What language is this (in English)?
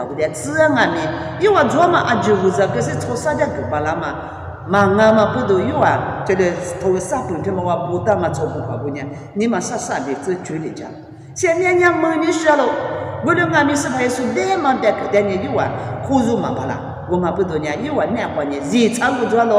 Lisu